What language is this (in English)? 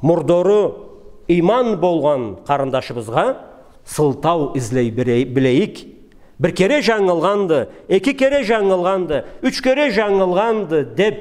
Karachay-Balkar